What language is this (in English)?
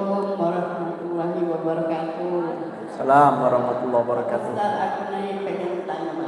Musi